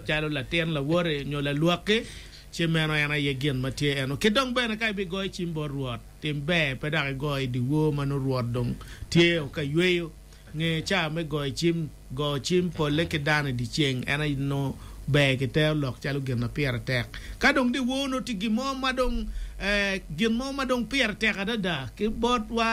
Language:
Acoli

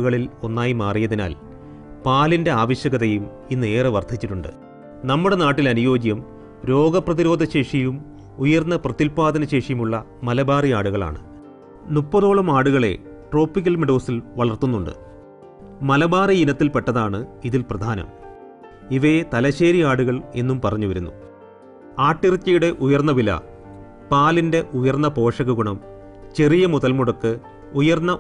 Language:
Malayalam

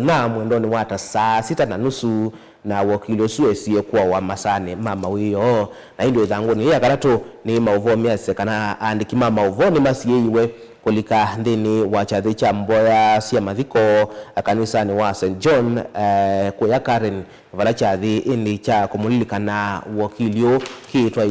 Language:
Kamba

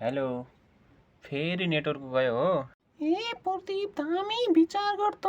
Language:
Nepali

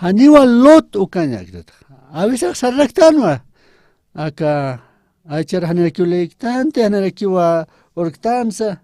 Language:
Aymara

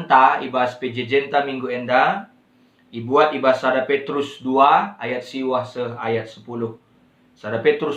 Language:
Batak Karo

